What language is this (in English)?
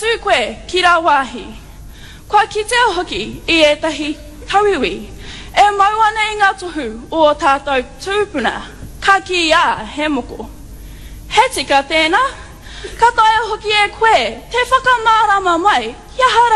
Māori